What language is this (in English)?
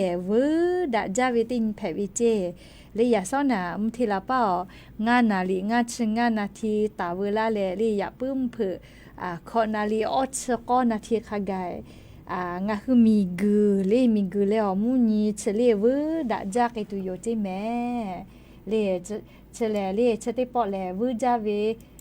Lahu